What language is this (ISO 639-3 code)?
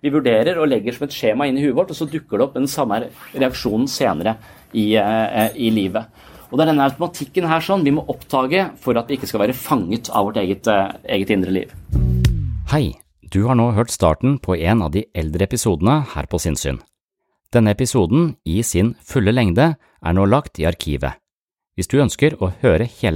nor